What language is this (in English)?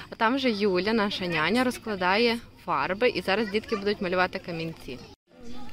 Ukrainian